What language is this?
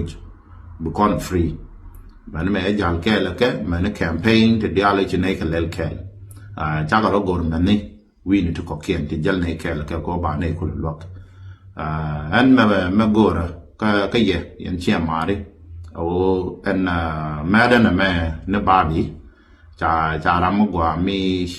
Nuer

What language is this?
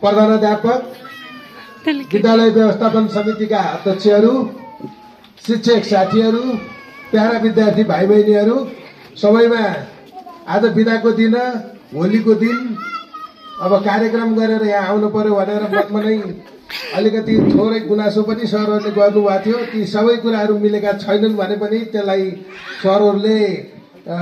Nepali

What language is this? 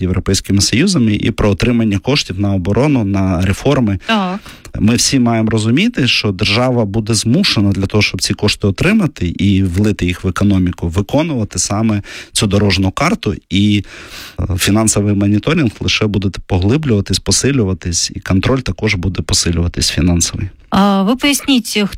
Ukrainian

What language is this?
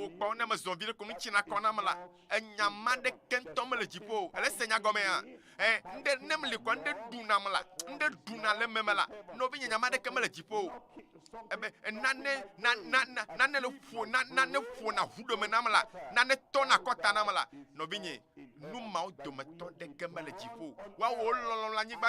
Ewe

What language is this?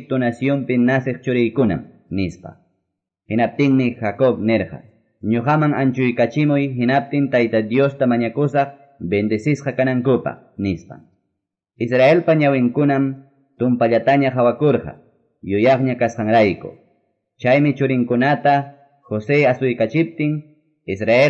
Quechua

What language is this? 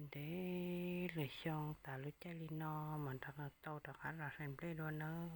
Hmong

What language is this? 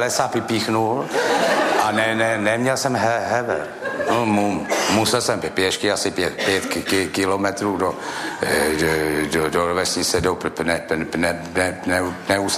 Czech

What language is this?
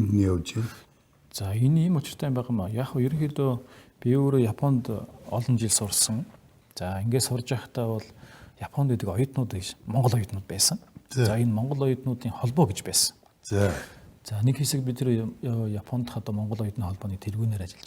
Mongolian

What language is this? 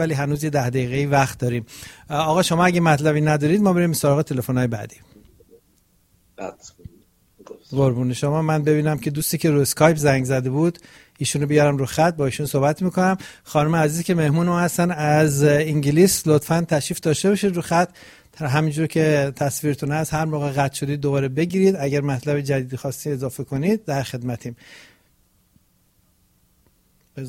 Persian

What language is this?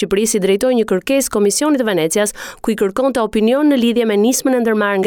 Albanian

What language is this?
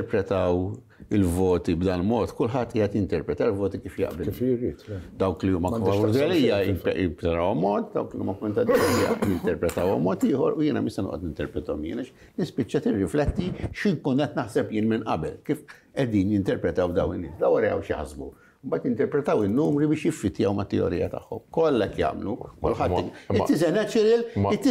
Maltese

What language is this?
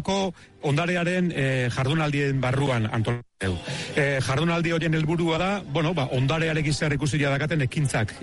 Basque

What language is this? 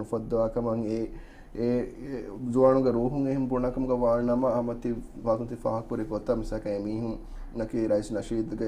Divehi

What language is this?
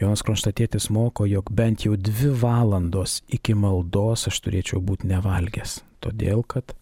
Lithuanian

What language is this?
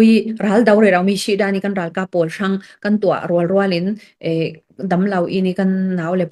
Falam Chin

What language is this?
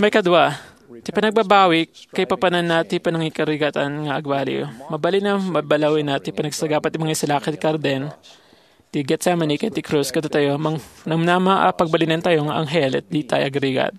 Iloko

